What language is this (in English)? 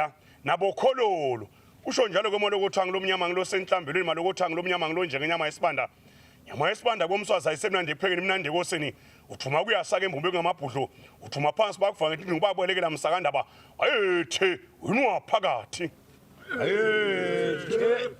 Swati